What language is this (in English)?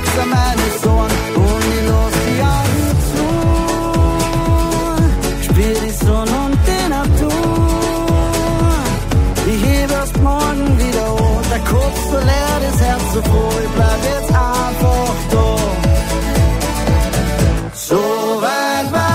German